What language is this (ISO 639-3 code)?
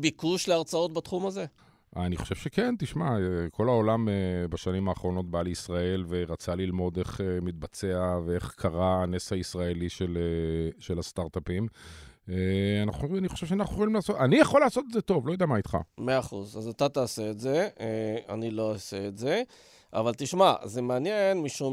heb